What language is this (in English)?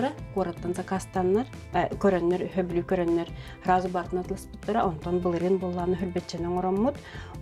Yakut